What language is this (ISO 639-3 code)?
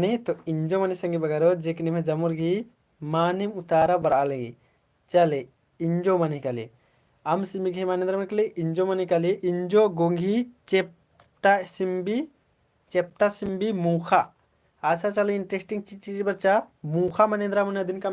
kru